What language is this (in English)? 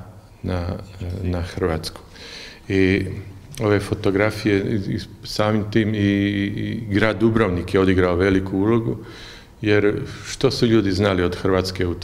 Croatian